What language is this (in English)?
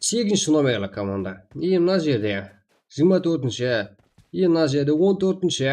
Kara-Kalpak